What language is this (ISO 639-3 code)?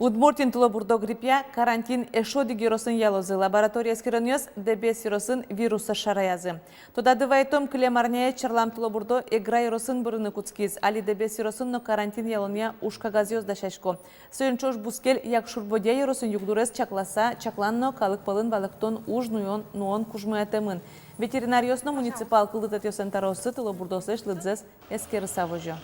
udm